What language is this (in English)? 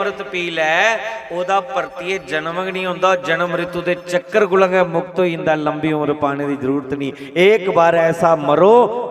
Dogri